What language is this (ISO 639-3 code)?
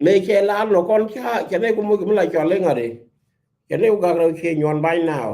nus